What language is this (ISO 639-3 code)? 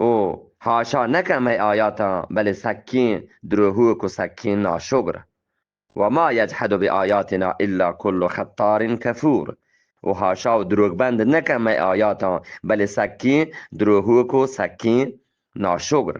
bgp